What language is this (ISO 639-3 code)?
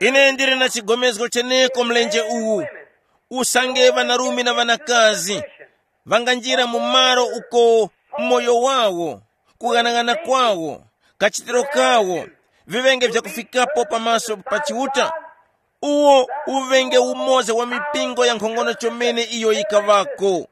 tum